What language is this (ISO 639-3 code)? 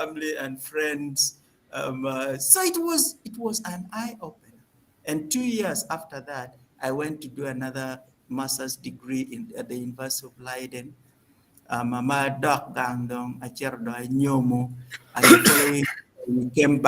ach